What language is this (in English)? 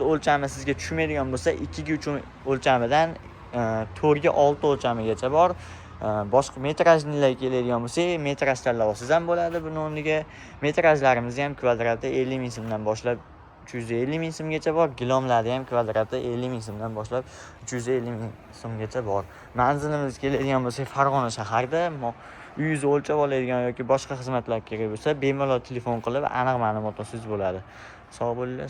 Uzbek